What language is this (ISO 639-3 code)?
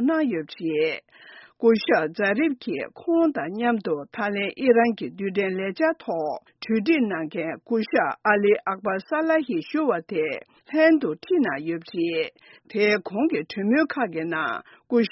bod